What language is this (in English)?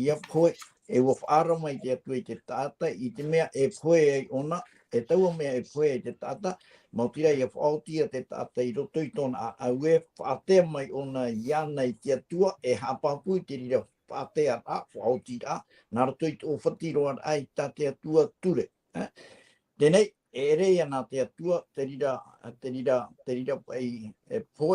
Tahitian